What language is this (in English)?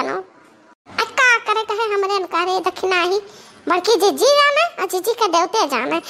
Awadhi